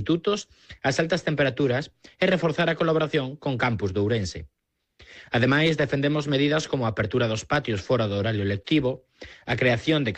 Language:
Galician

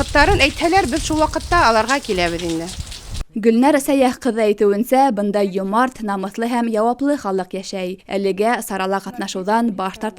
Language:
Bashkir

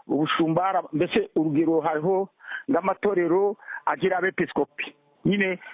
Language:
Kinyarwanda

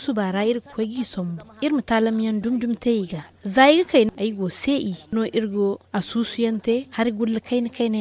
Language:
Zarma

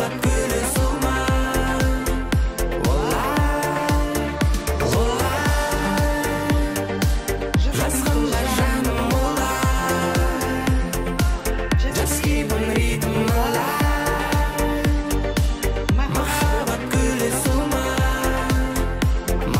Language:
Kazakh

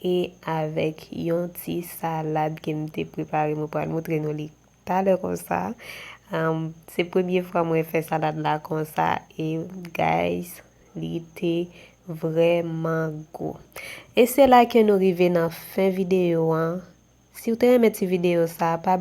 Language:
Haitian Creole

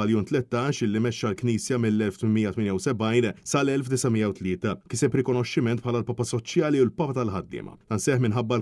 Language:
Maltese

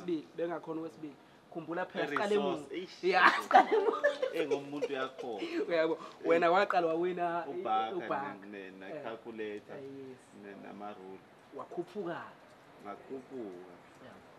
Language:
Zulu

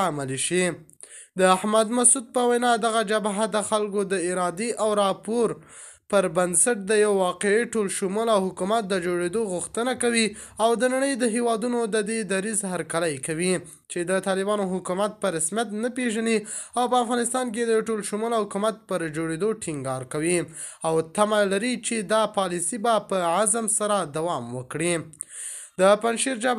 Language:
Pashto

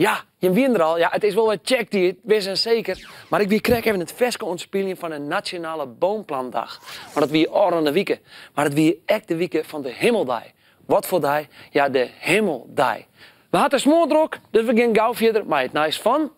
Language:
Western Frisian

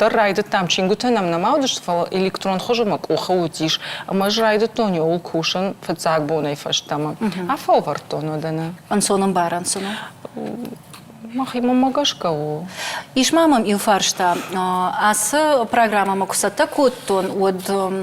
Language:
Ossetic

